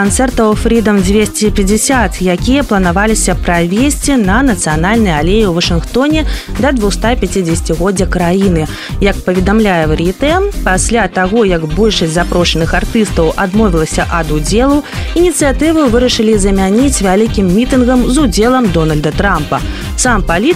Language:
Belarusian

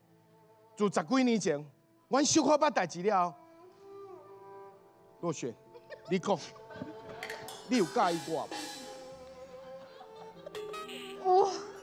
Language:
Min Nan Chinese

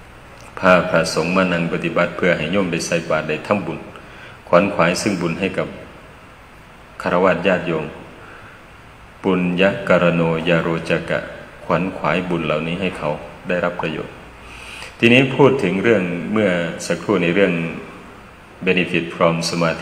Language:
Thai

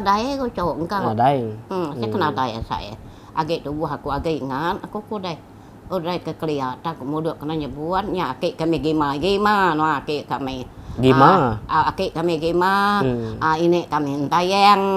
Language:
Iban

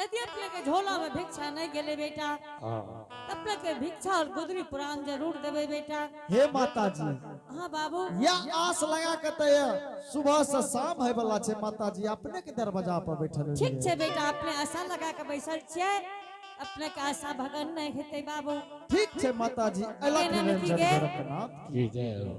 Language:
Angika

